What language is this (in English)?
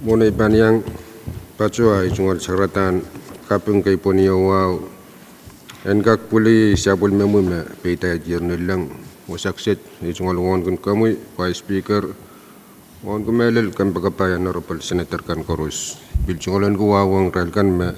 Pohnpeian